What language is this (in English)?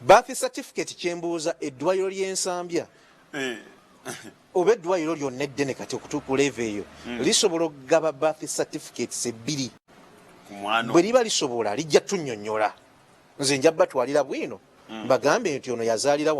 Ganda